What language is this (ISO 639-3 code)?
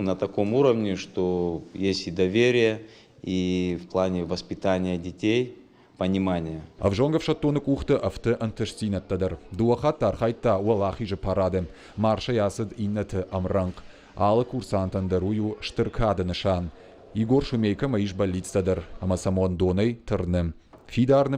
oss